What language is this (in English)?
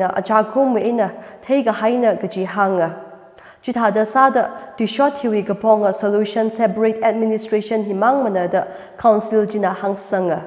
Tangkhul Naga (India)